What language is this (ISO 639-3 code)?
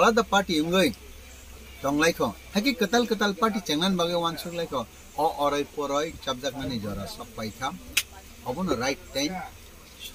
trp